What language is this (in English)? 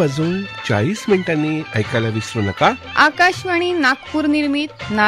Marathi